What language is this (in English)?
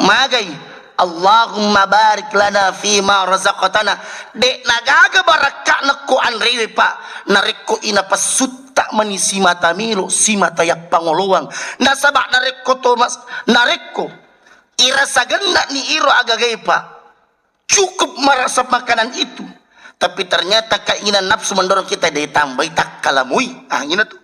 Buginese